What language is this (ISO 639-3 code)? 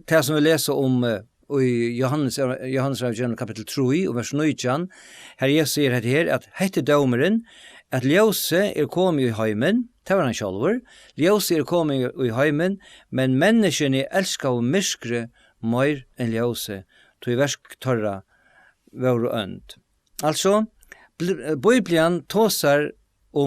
fao